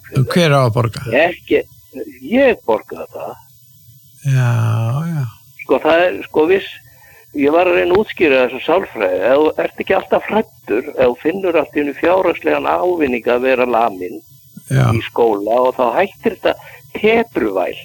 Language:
Icelandic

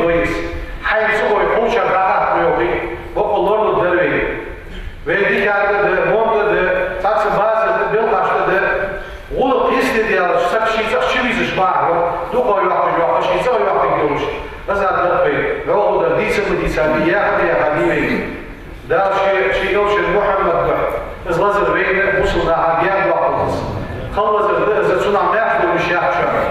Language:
Ingush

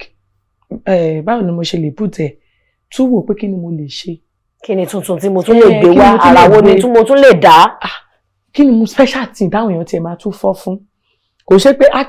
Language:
Yoruba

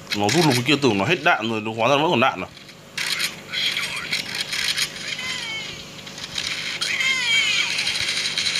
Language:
Vietnamese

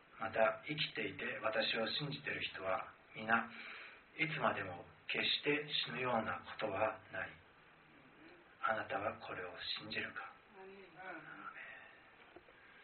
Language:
Japanese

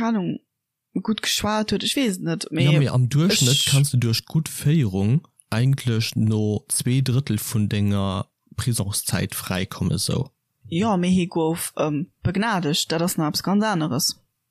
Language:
Luxembourgish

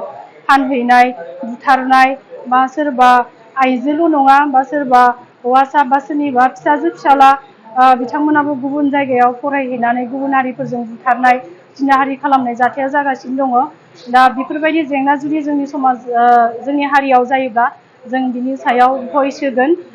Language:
Bodo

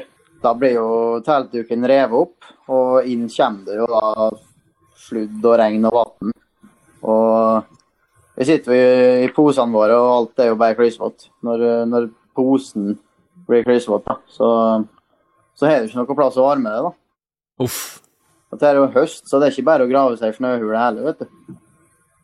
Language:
Norwegian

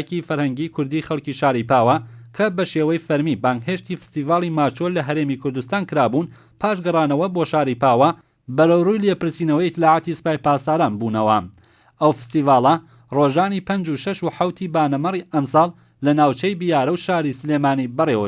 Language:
Central Kurdish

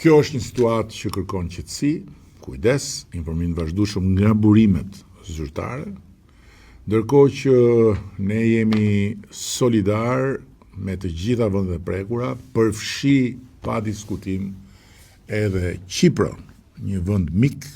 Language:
Albanian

